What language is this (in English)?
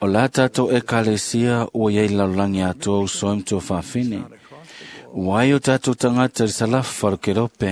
Samoan